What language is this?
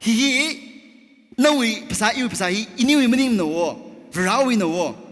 Tangkhul Naga (India)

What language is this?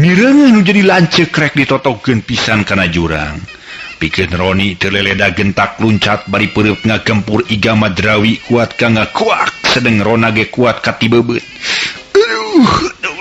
Sundanese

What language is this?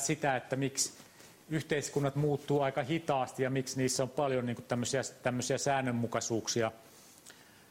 Finnish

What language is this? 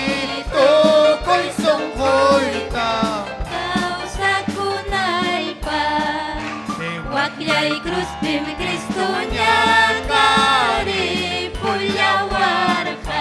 Ayacucho Quechua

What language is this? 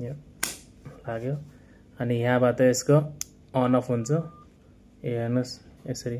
Nepali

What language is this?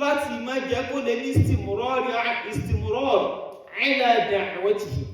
Yoruba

